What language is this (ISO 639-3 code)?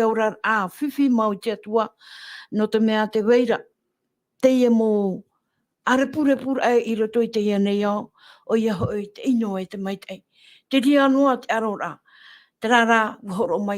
tah